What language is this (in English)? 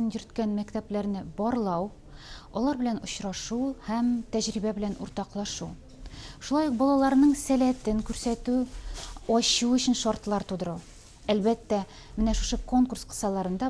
Tatar